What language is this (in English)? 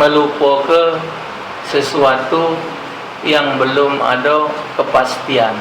Musi